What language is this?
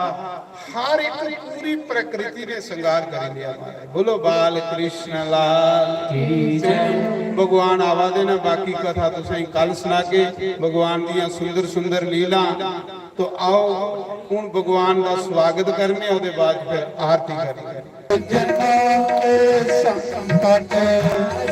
Dogri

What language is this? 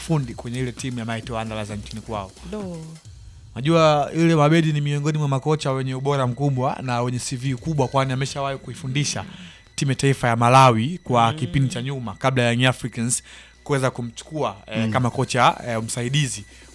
Swahili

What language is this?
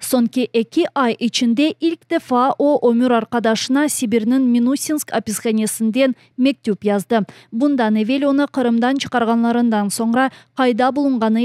Crimean Tatar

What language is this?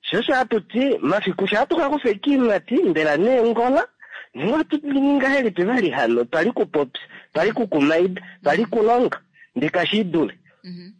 Kuanyama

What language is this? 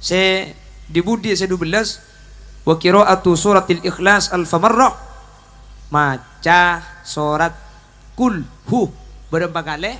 Madurese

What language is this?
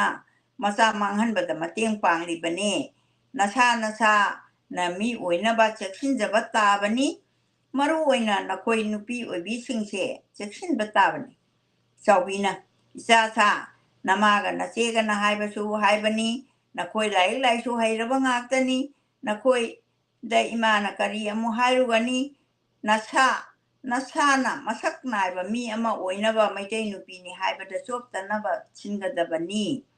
Manipuri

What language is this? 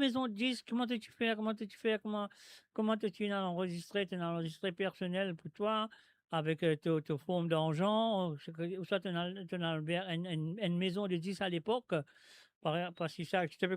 Morisyen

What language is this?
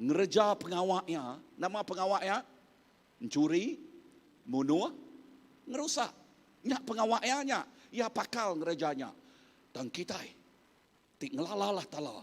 Iban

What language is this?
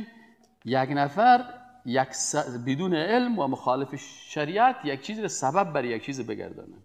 Persian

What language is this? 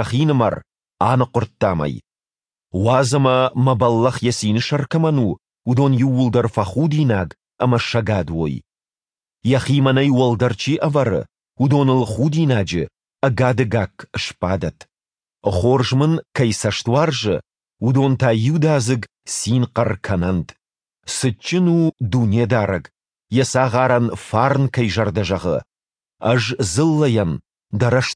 Ossetic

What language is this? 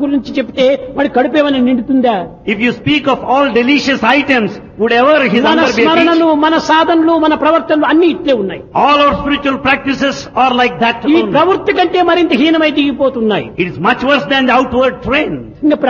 Telugu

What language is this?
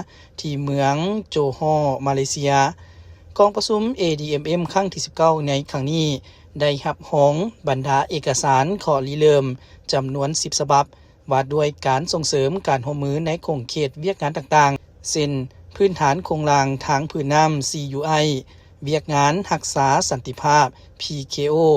Lao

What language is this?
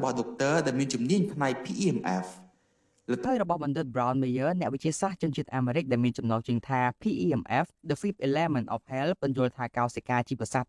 Khmer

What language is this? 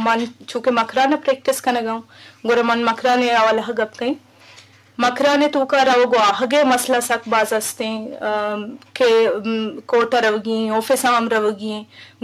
Eastern Balochi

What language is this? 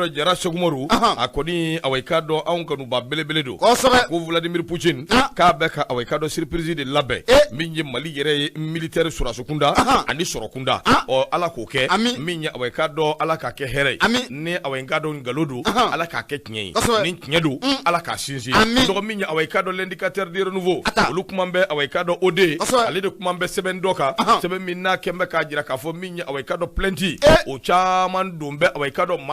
Bambara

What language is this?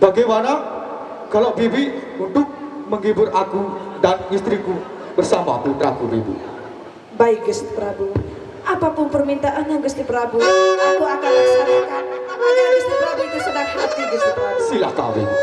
Sasak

